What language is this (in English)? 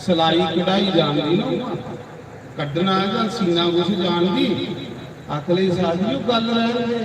Dogri